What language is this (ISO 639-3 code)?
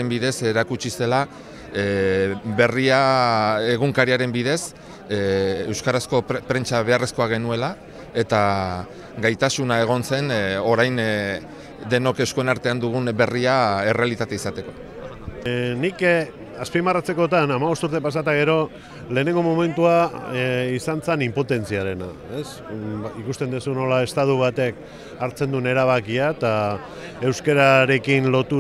eus